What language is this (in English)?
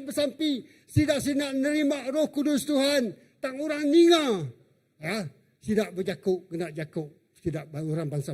Iban